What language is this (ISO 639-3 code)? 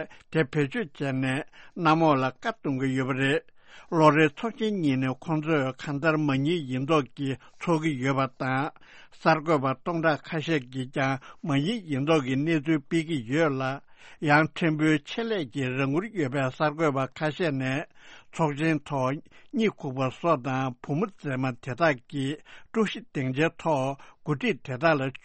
bod